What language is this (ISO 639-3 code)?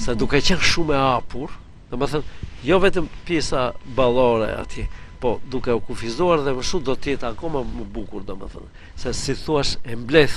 sqi